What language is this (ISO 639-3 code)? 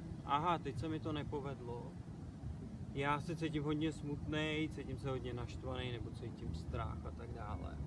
ces